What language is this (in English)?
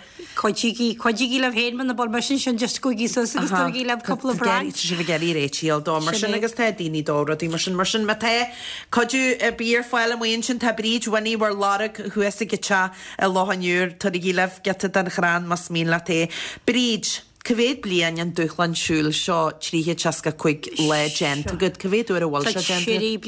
Irish